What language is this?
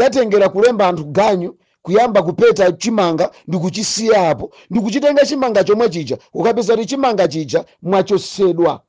Nyanja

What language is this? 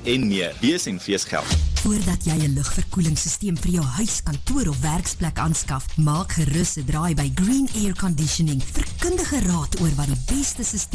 Afrikaans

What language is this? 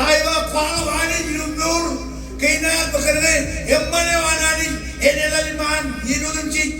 Marshallese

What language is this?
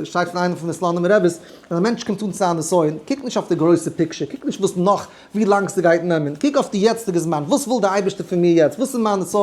Yiddish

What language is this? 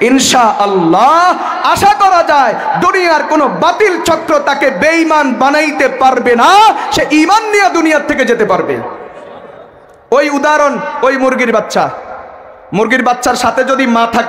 Bangla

